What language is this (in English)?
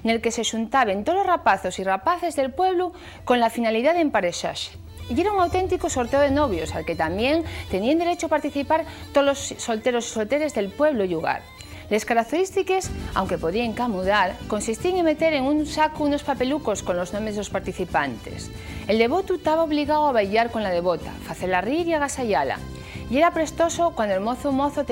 Asturian